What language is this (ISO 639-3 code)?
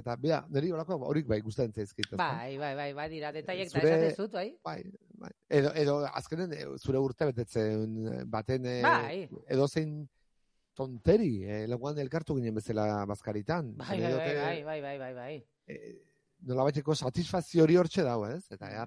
eus